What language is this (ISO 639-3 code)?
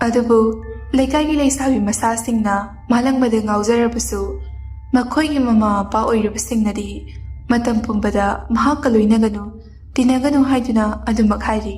mni